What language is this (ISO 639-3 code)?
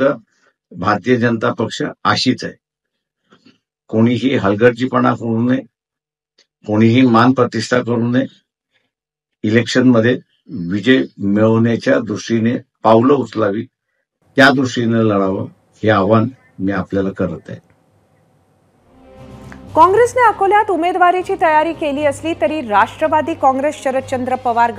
mar